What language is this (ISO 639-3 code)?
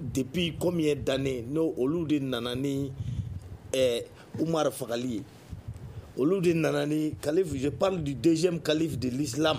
bam